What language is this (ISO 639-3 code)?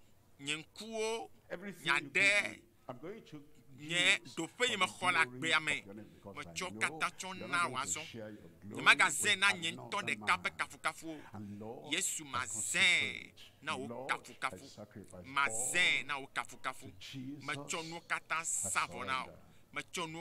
ewe